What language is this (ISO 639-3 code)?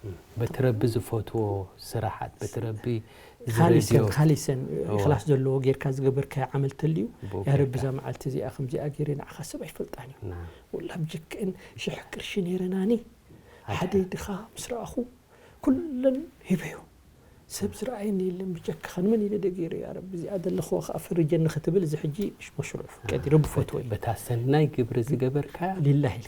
tir